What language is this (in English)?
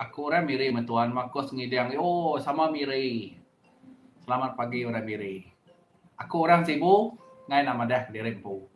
Iban